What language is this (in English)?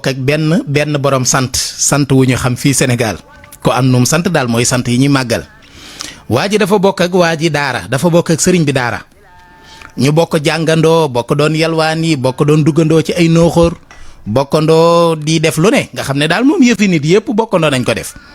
Wolof